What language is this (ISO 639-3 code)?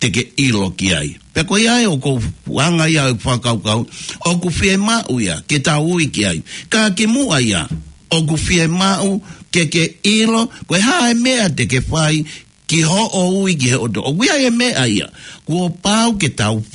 ton